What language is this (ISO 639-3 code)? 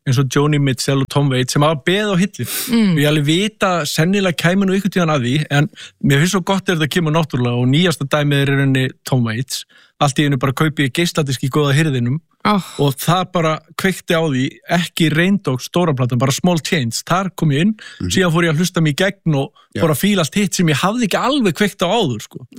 isl